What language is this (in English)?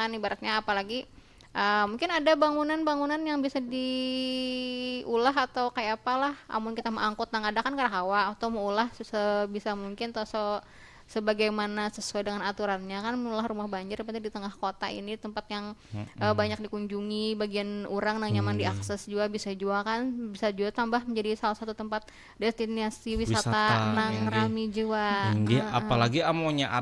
Banjar